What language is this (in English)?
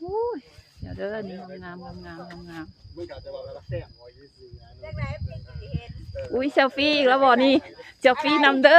Lao